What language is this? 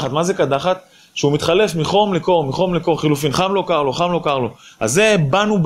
Hebrew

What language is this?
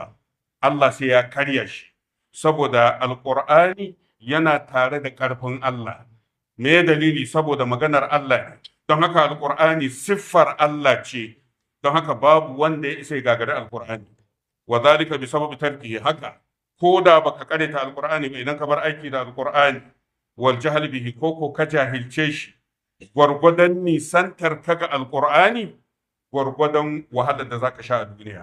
Hausa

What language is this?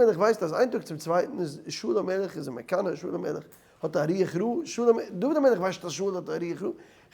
Yiddish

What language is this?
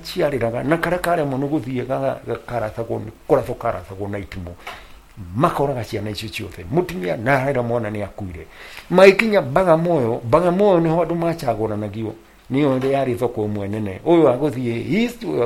Kikuyu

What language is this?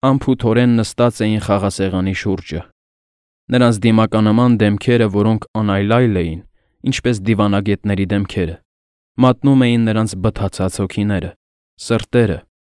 Armenian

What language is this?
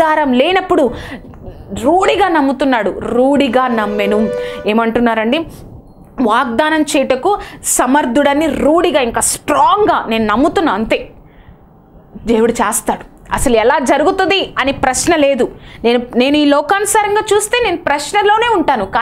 Telugu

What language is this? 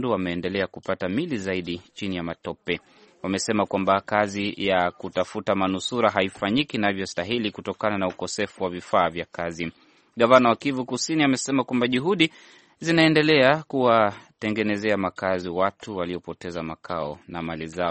Swahili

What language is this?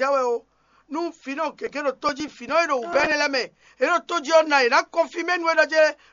Fon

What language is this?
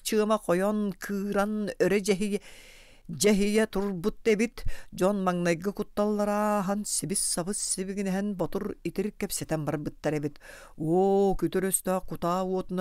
Yakut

